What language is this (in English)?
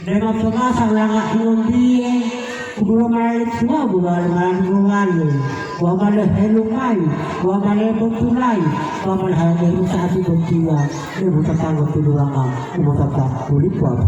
Gorontalo